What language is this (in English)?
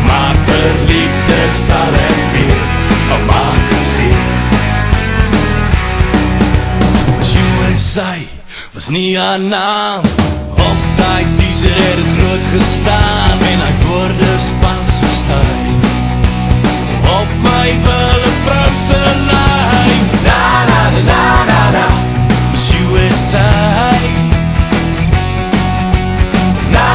Afrikaans